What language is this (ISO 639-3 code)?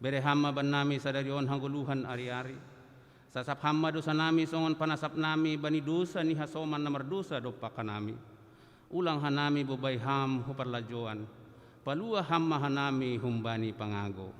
bts